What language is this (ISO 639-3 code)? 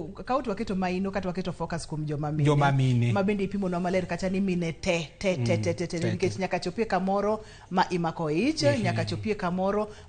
luo